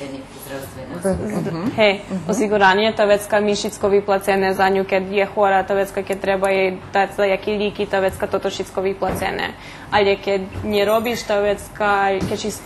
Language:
Rusyn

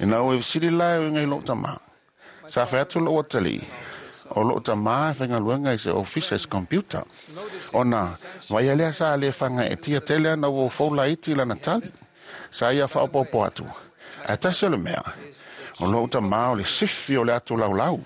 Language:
Samoan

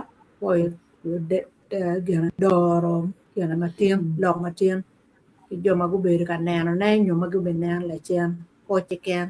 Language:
Acoli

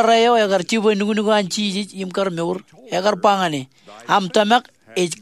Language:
Marshallese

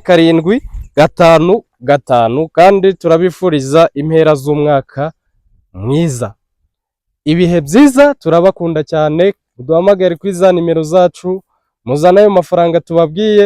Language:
Kinyarwanda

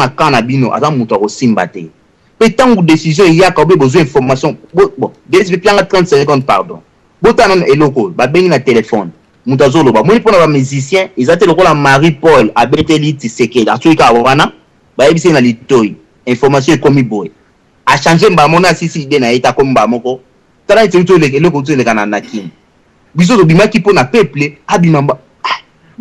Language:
Lingala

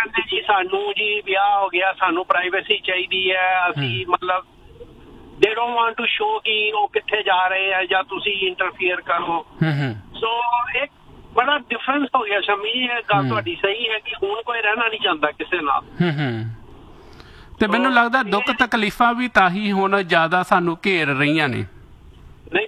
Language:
Punjabi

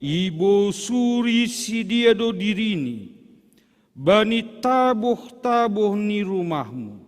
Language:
Batak Simalungun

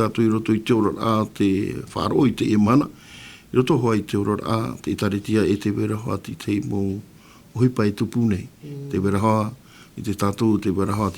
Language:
Tahitian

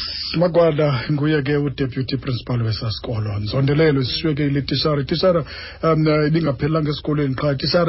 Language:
Xhosa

